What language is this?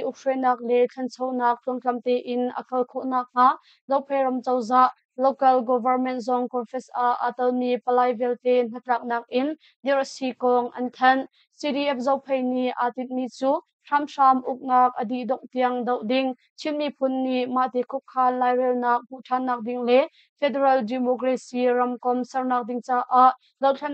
Hakha Chin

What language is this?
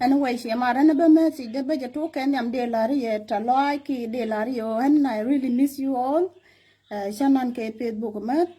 Nuer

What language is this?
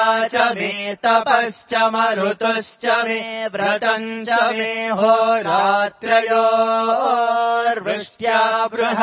Sanskrit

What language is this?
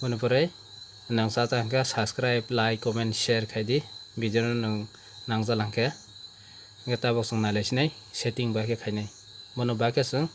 Kok Borok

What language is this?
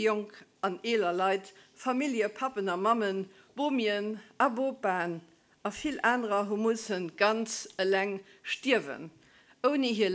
Luxembourgish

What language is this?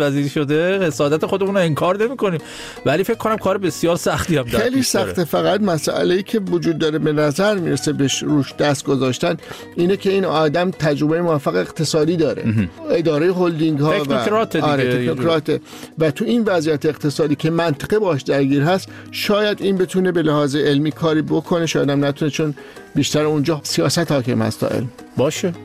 Persian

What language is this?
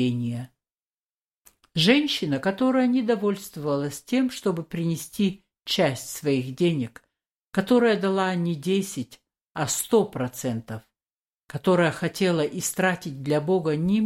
Russian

